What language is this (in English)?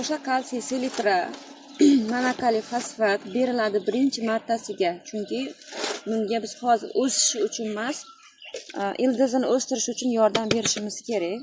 Uzbek